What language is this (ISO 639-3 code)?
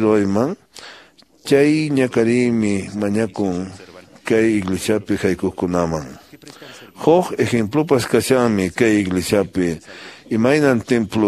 que